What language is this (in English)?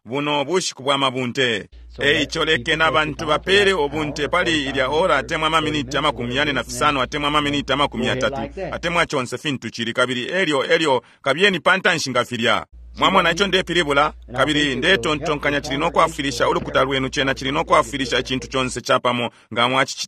Bemba